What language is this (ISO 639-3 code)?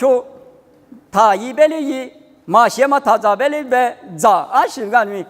lis